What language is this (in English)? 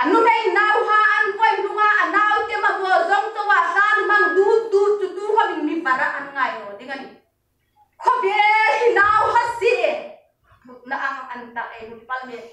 Hmar